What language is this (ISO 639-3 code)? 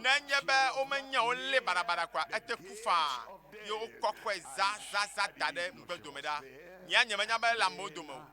ewe